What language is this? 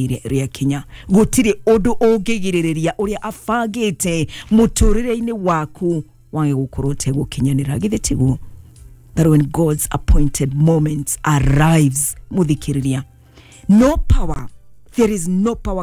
Kikuyu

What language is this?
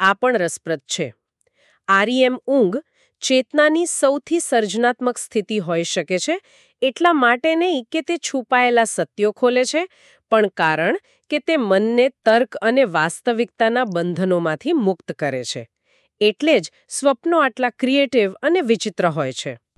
Gujarati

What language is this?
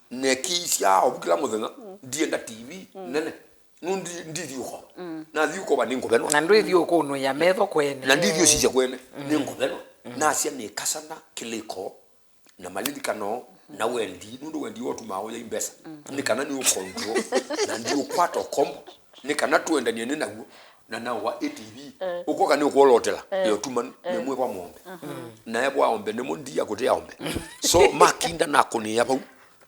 Kamba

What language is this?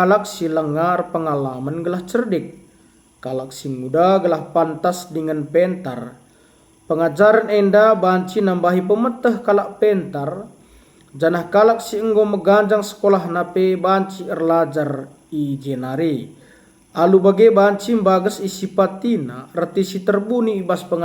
Batak Karo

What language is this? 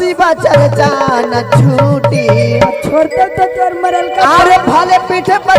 Magahi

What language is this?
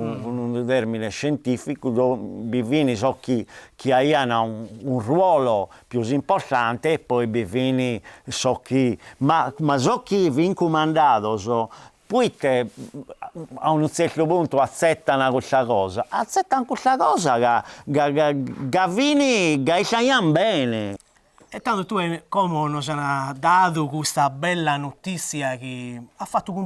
Sardinian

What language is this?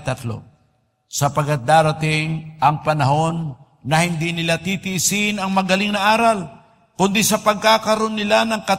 Filipino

